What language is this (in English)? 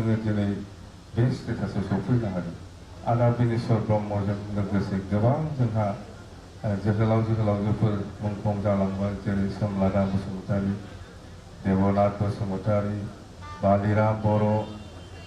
Bodo